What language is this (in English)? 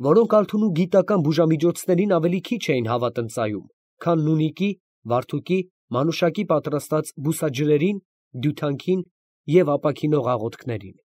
Armenian